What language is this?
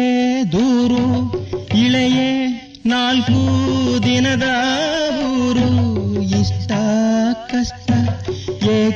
Kannada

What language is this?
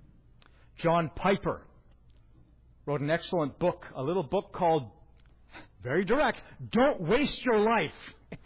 English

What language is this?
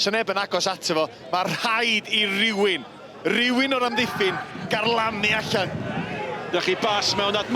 Welsh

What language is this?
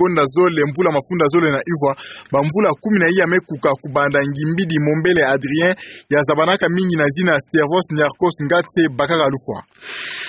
Kituba (Democratic Republic of Congo)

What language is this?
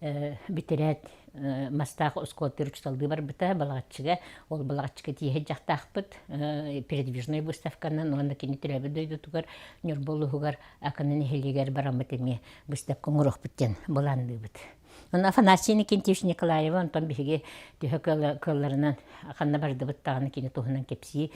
Yakut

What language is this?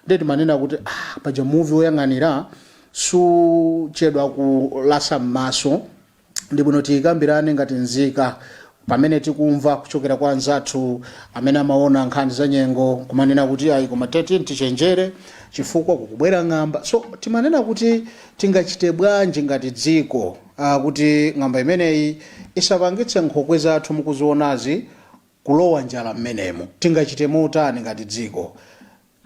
Nyanja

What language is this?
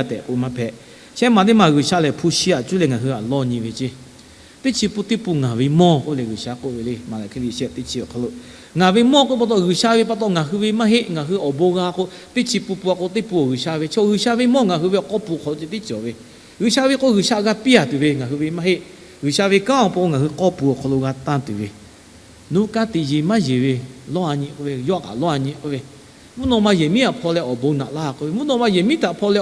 Lahu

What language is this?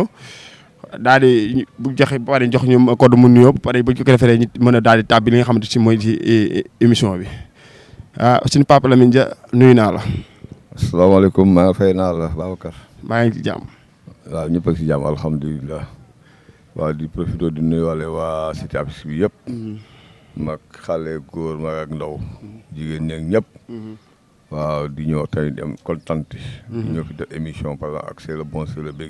Wolof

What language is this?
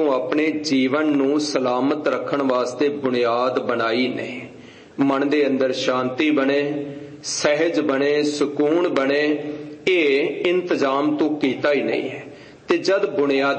Punjabi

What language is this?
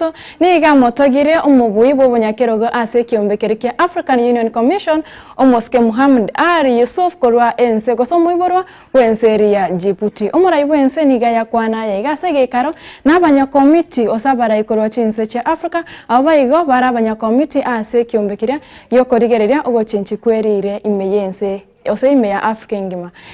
Gusii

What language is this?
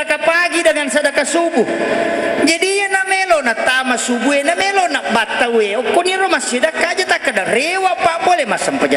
Buginese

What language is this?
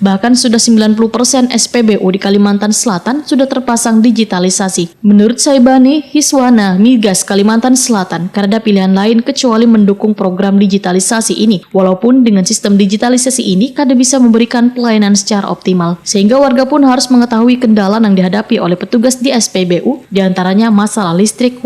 Banjar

